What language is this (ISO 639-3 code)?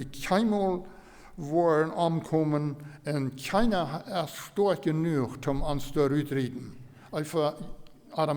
pdt